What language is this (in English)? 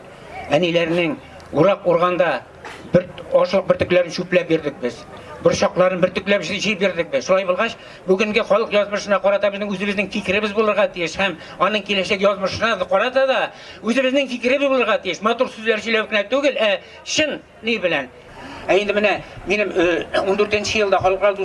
Tatar